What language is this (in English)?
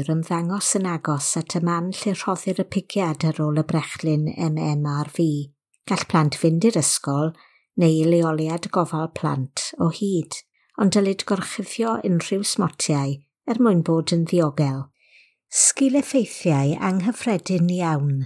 Welsh